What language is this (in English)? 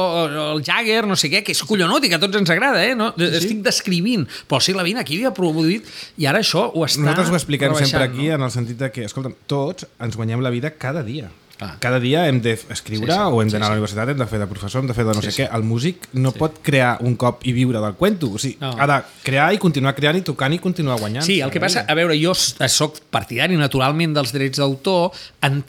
Catalan